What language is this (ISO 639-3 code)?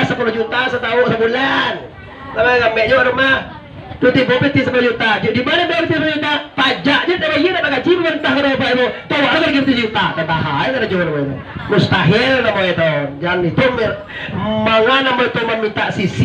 min